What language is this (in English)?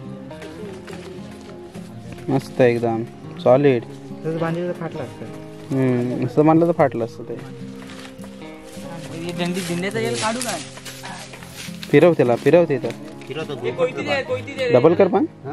Marathi